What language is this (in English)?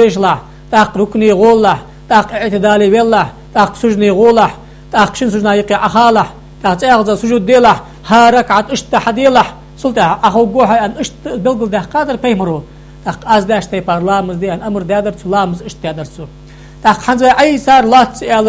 Ingush